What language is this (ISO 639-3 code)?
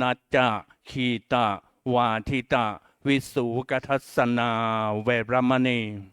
pli